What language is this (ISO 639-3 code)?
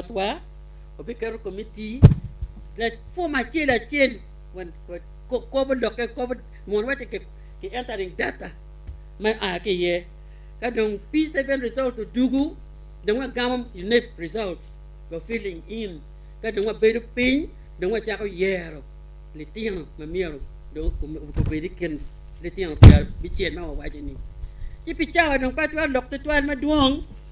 ach